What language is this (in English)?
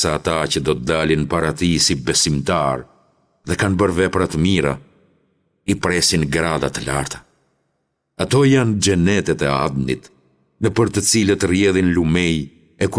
Albanian